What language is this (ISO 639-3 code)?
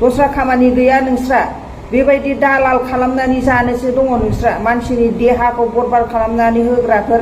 brx